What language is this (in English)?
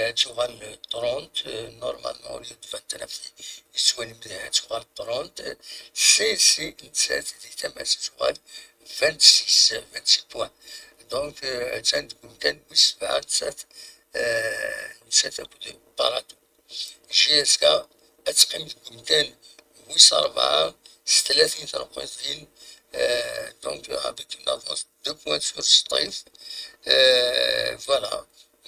Kabyle